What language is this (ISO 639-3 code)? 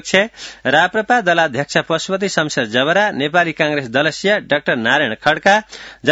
san